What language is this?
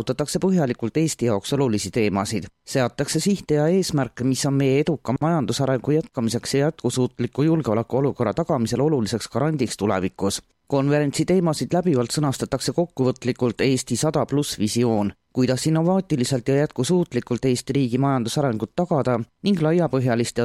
Estonian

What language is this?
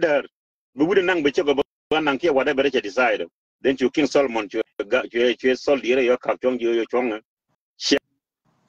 Nuer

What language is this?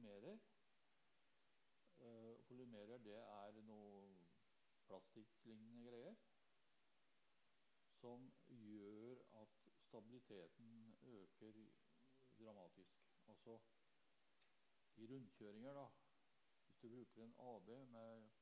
Norwegian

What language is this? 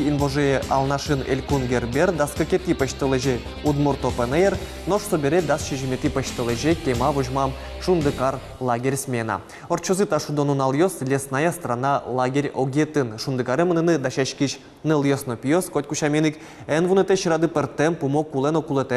Udmurt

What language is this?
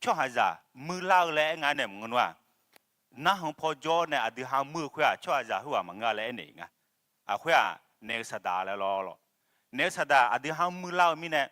Akha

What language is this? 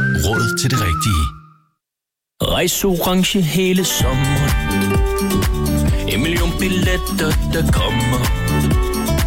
Danish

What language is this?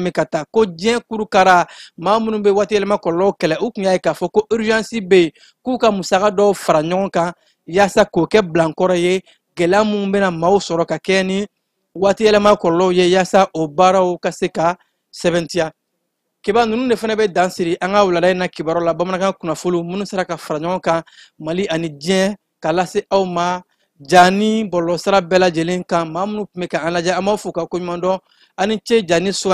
Bambara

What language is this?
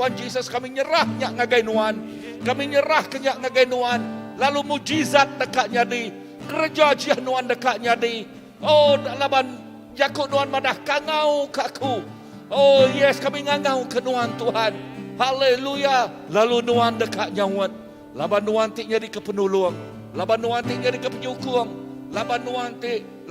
Iban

